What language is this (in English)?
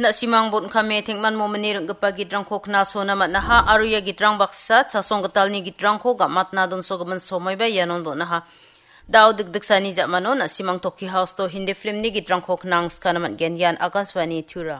Garo